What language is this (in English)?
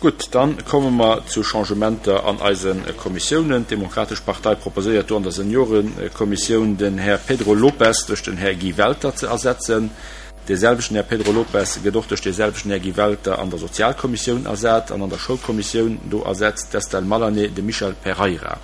Luxembourgish